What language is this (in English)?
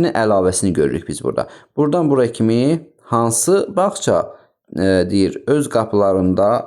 Azerbaijani